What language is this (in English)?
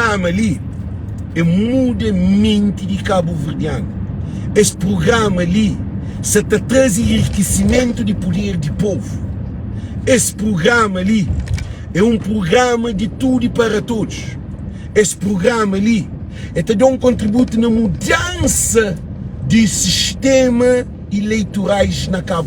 Kabuverdianu